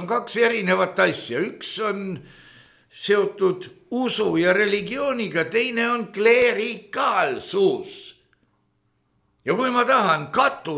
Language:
Estonian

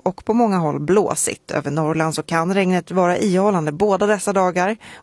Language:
Swedish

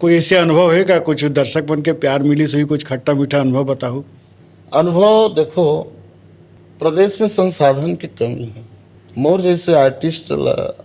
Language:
Chhattisgarhi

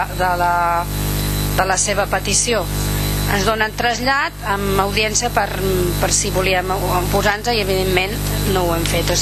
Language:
Catalan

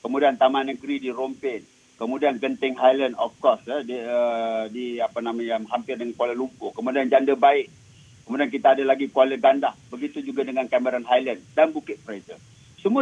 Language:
Malay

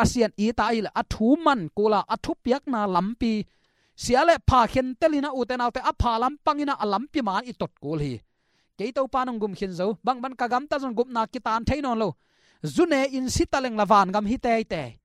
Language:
Tedim Chin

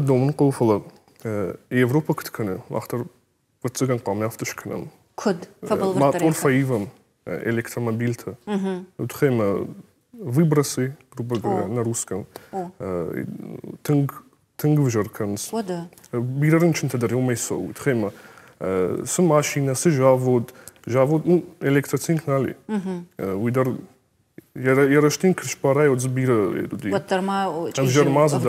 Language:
Ossetic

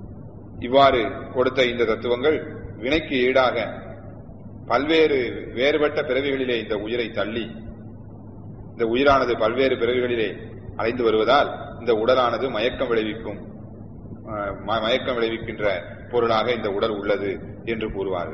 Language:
Tamil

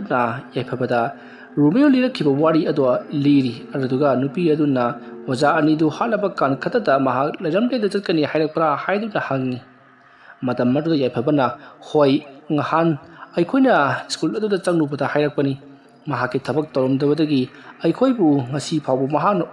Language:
Manipuri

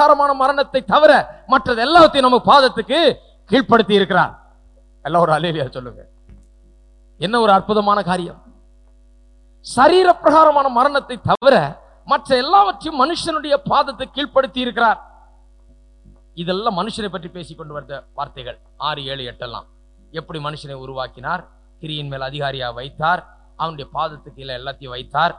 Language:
Tamil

